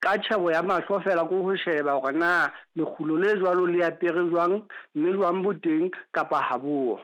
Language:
Southern Sotho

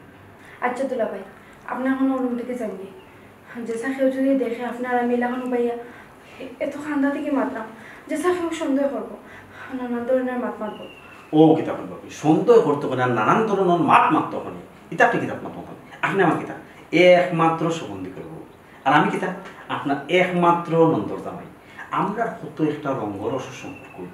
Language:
Sylheti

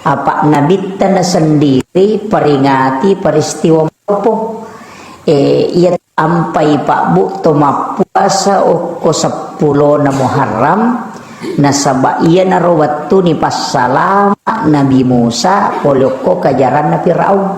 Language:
Buginese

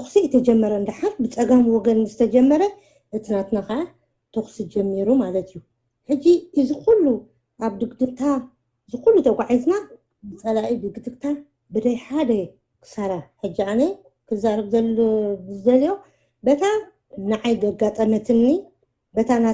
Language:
Tigrinya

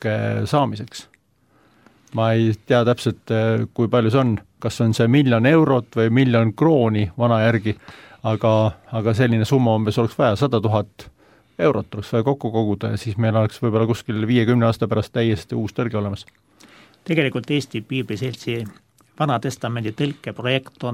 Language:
Estonian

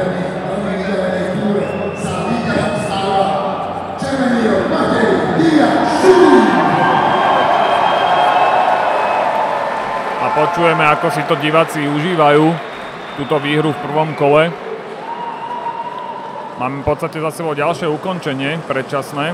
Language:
Slovak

